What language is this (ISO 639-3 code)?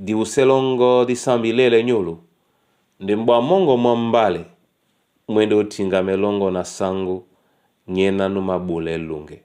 dua